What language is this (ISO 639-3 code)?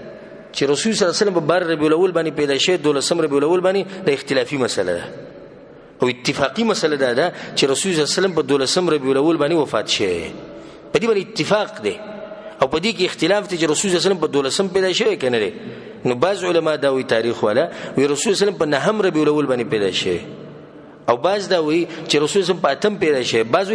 pus